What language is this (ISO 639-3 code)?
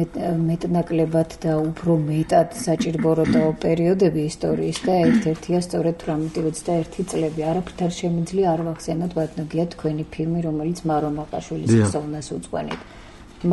kat